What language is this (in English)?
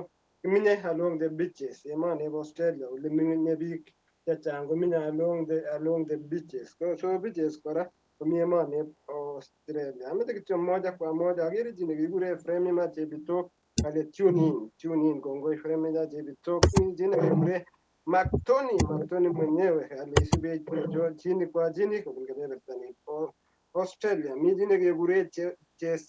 Kalenjin